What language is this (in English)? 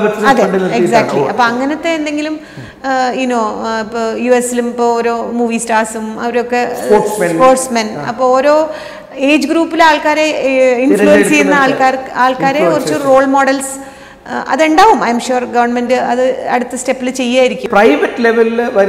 Malayalam